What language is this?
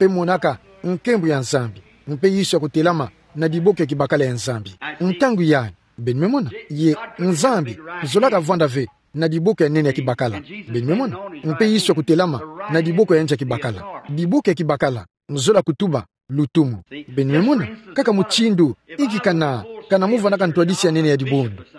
Kituba (Democratic Republic of Congo)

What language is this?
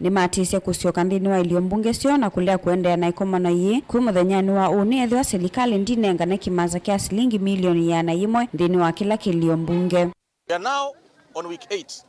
Kamba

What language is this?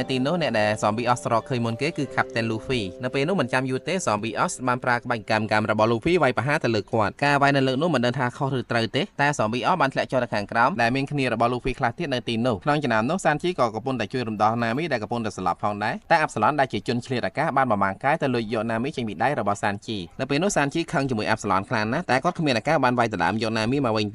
Khmer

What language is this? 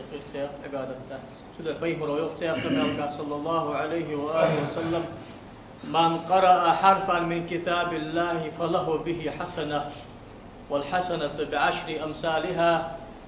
Ingush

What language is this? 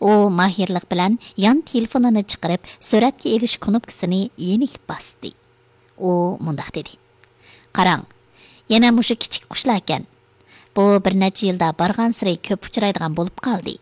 Uyghur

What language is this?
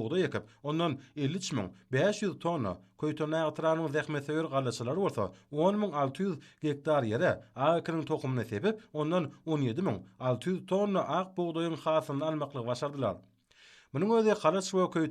Turkmen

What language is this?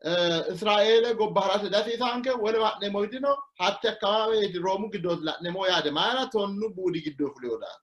Sidamo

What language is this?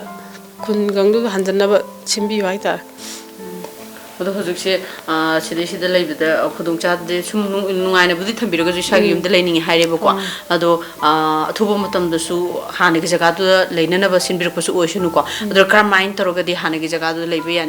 Manipuri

